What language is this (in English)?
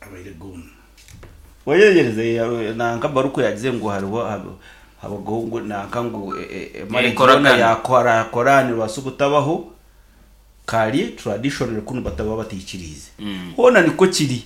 Nyankole